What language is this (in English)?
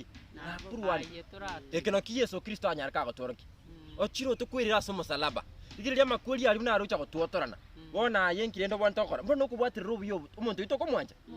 Gusii